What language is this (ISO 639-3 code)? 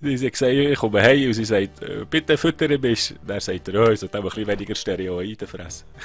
gsw